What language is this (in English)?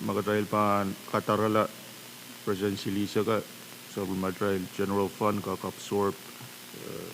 Pohnpeian